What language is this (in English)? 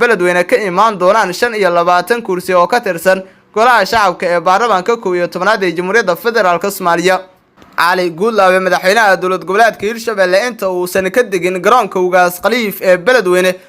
Somali